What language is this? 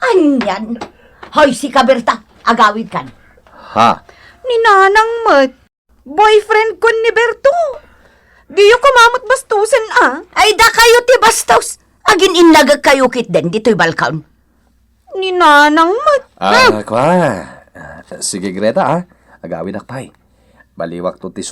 Iloko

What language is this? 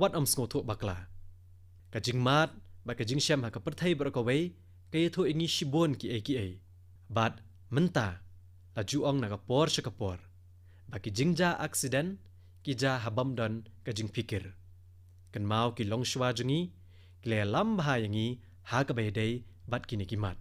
Khasi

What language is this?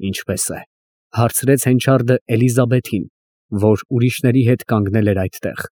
Armenian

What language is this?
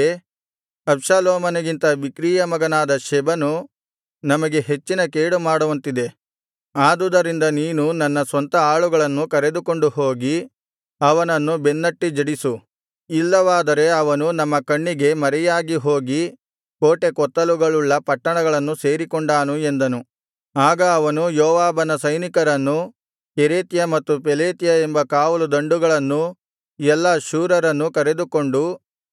Kannada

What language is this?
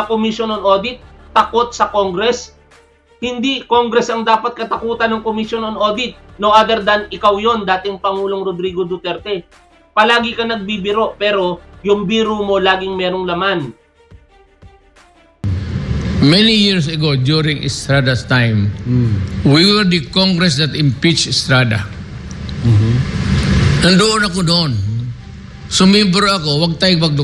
Filipino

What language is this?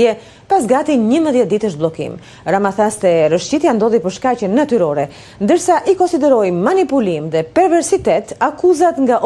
Albanian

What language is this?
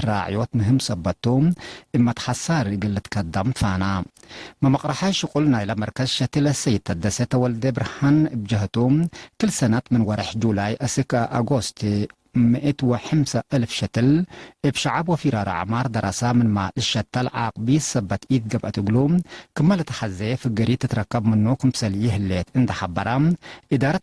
Tigre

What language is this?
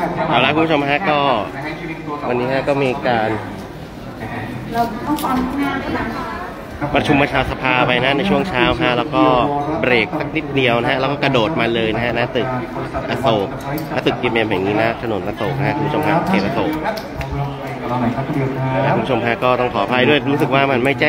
Thai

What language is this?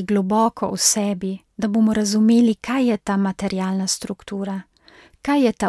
Slovenian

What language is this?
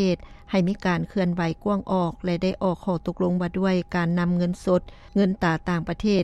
Lao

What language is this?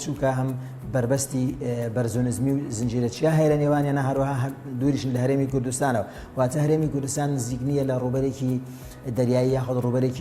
Central Kurdish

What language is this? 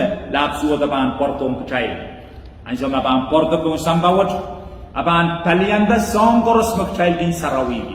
Pohnpeian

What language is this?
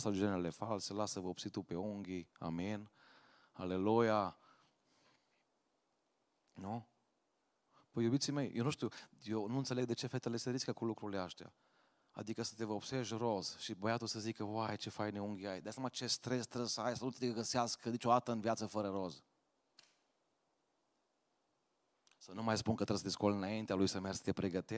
Romanian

